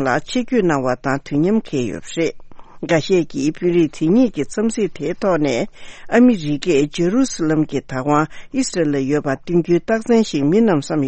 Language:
Tibetan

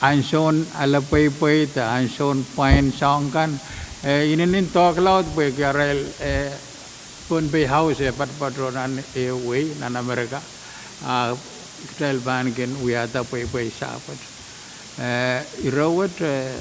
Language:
Pohnpeian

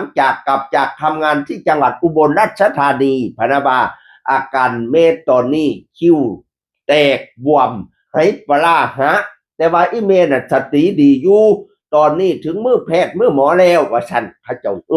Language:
Northeastern Thai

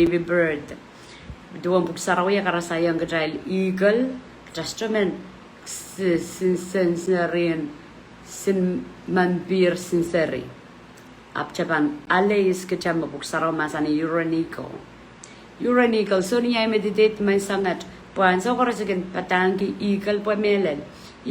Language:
Pohnpeian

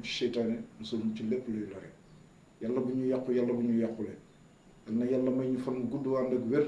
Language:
Wolof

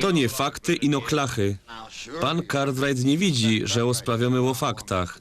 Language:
Silesian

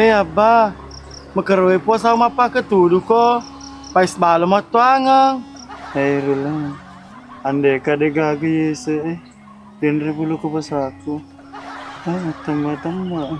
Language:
Buginese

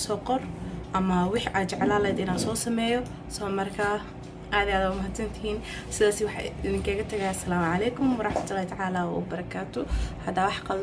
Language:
Somali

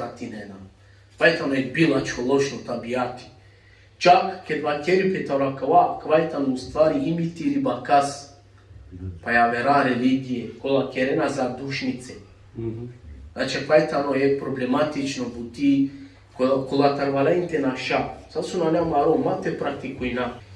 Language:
Balkan Romani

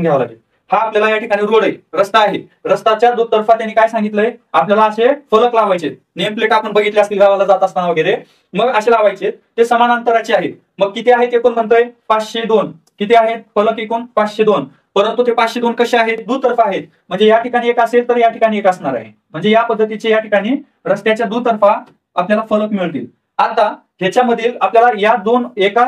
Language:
Marathi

